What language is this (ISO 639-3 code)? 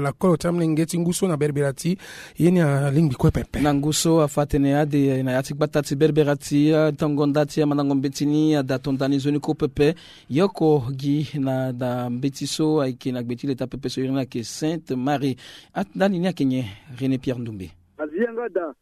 sag